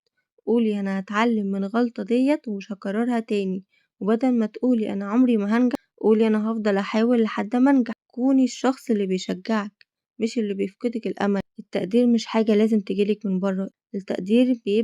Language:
Egyptian Arabic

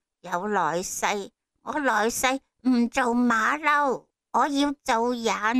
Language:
Cantonese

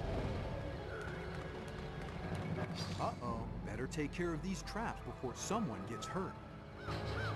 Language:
English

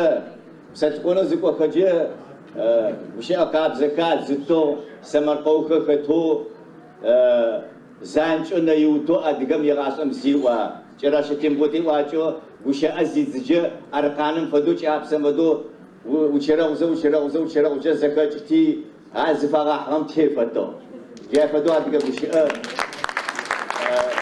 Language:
Adyghe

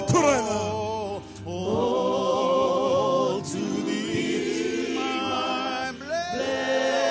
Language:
Fijian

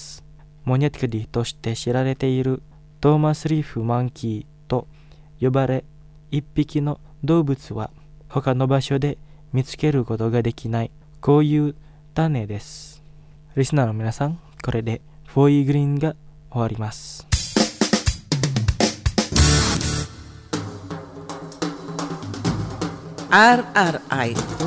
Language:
Japanese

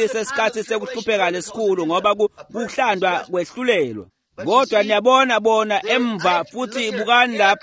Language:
Swati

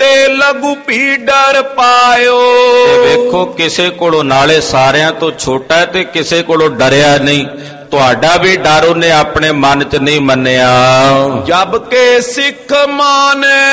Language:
Punjabi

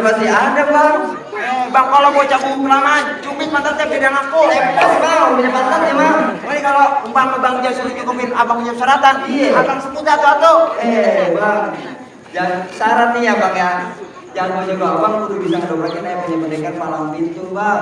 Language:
Betawi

